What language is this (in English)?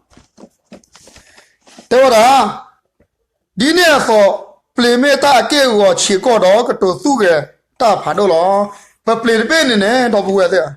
S'gaw Karen